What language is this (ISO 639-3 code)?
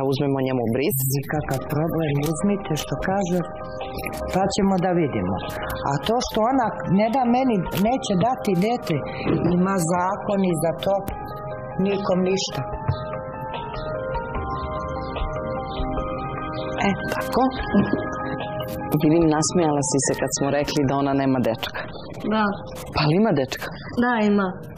srp